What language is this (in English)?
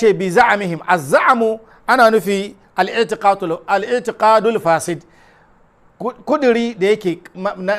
Hausa